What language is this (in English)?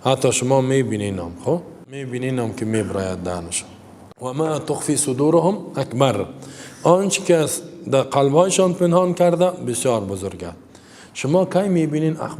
Persian